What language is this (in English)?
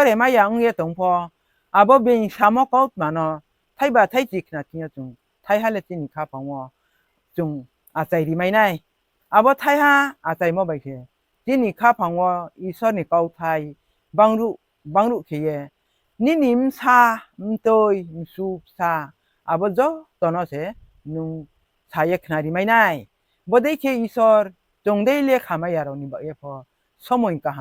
Riang (India)